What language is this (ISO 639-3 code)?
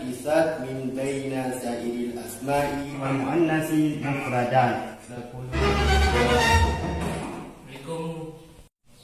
ace